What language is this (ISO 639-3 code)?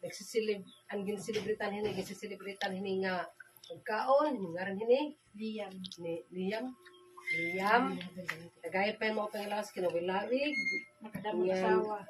war